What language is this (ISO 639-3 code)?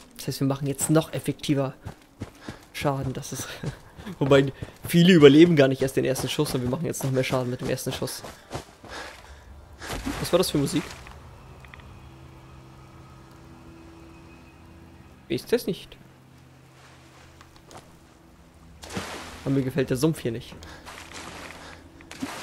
deu